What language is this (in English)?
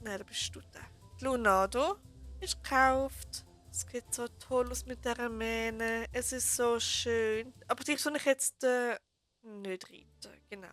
Swiss German